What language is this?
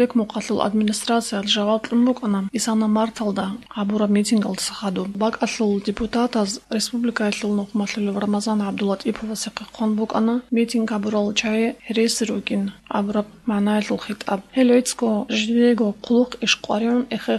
Avaric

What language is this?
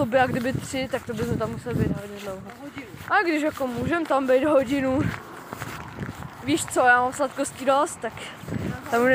Czech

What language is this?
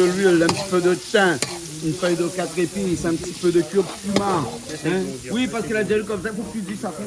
Réunion Creole French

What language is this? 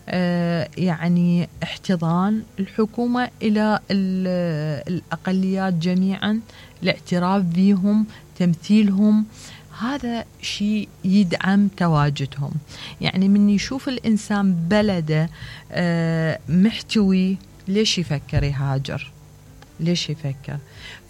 Mesopotamian Arabic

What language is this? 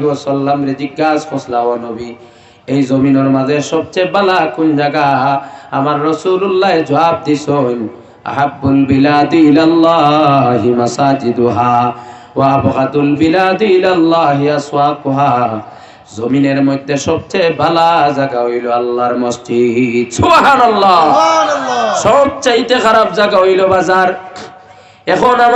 Sylheti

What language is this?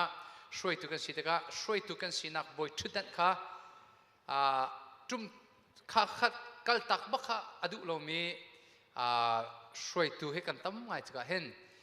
Hakha Chin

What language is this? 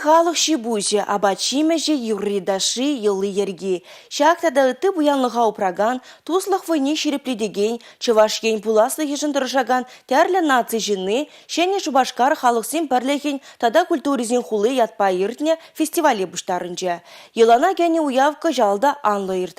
Chuvash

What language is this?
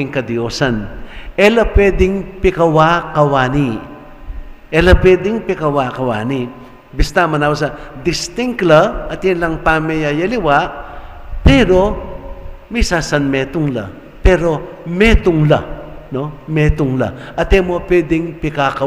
Pampanga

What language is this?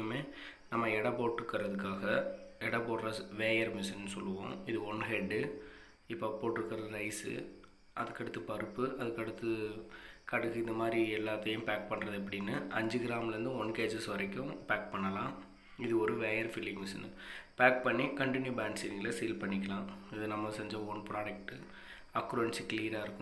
Tamil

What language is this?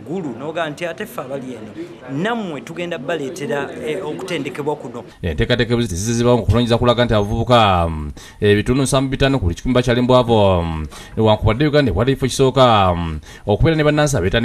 Ganda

